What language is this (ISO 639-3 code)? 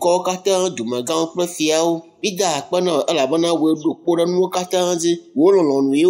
ewe